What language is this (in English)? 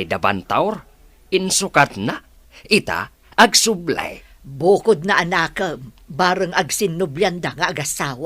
Iloko